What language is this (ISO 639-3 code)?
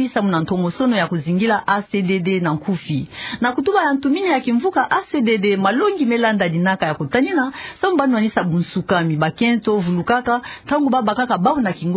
ktu